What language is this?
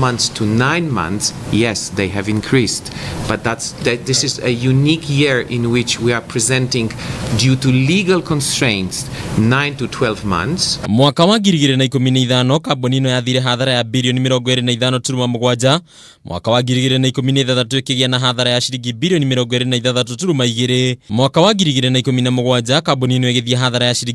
Kikuyu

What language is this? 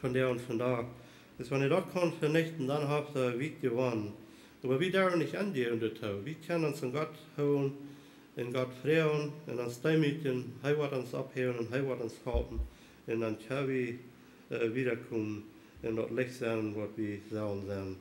Plautdietsch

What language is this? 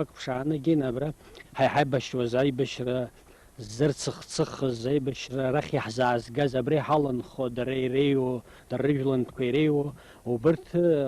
Abkhazian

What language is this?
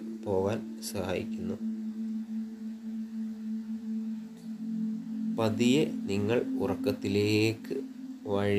Malayalam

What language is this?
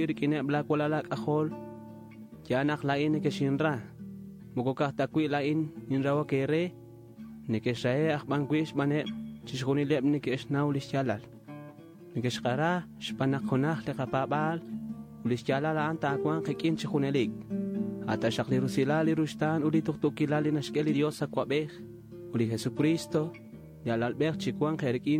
Kekchí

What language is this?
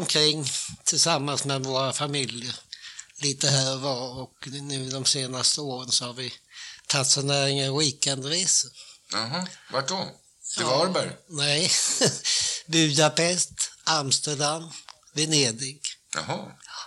Swedish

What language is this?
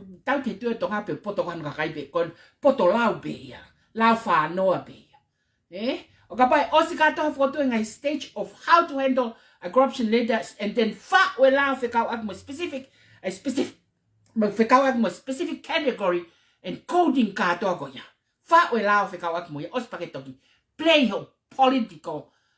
Tongan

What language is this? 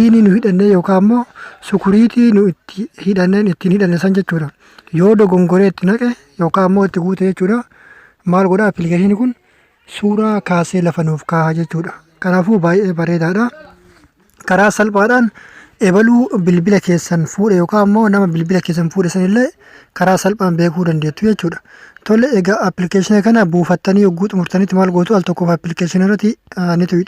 Oromo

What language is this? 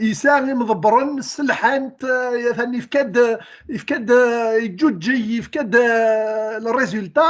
Kabyle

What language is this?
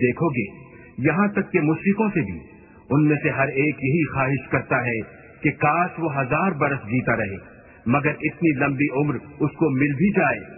Urdu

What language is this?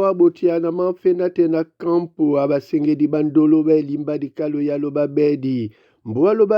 Duala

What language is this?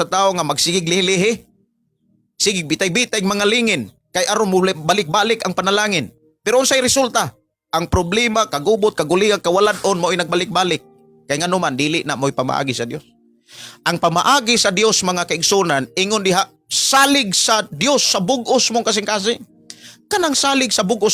Cebuano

